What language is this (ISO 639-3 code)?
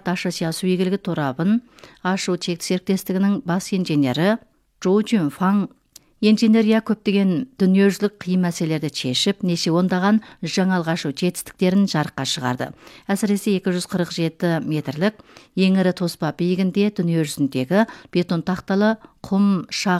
kaz